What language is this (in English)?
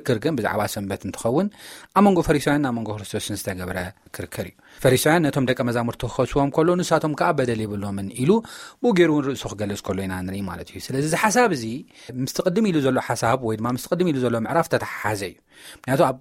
Tigrinya